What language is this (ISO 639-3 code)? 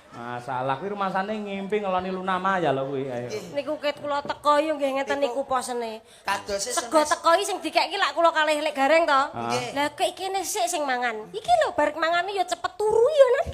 jav